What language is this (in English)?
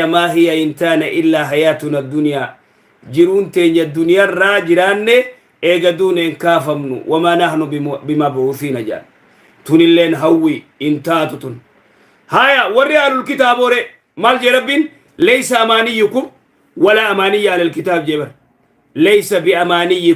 Oromo